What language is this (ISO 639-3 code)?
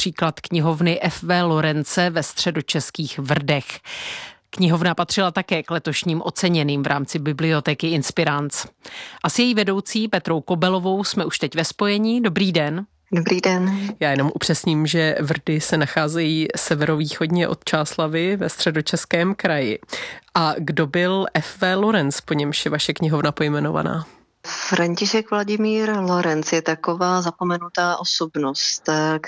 ces